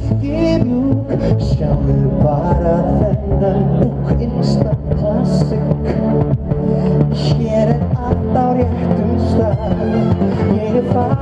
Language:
Icelandic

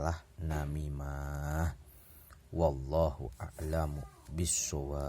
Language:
Sundanese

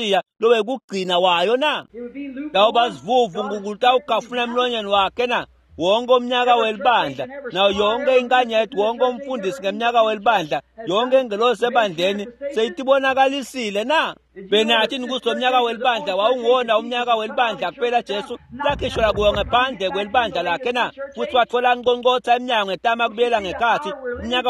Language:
Swati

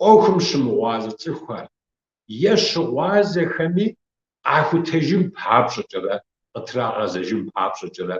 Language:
Kabardian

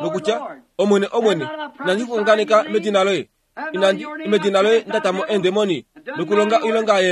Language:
Kuanyama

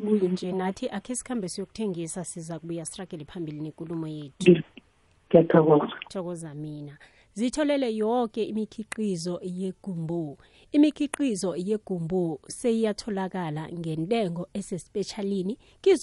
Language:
South Ndebele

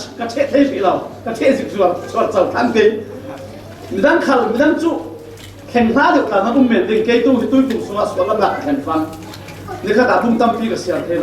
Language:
Falam Chin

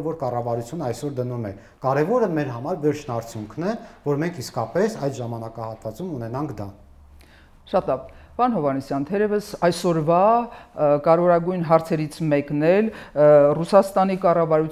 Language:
Armenian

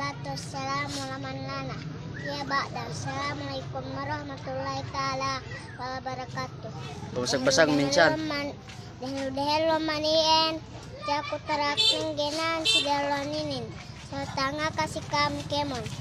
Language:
Yakan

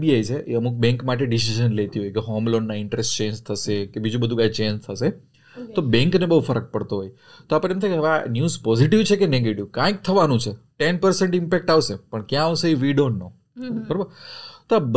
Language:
Gujarati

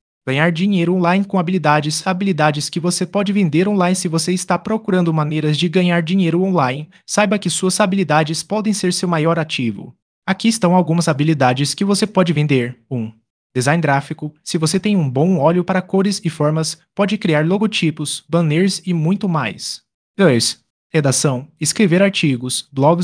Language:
Portuguese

